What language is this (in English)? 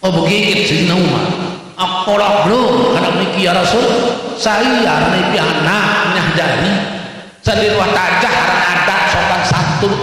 Sasak